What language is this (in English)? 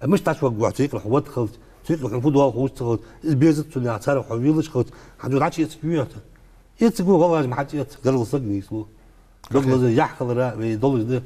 Ingush